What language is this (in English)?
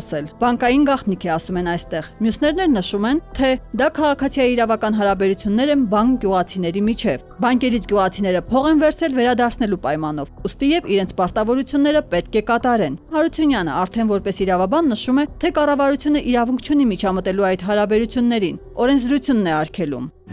Armenian